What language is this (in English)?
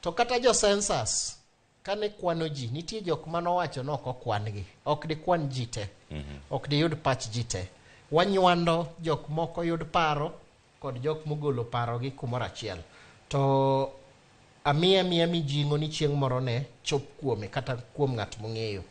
Luo (Kenya and Tanzania)